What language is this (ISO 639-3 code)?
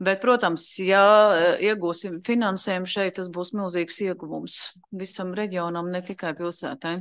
lav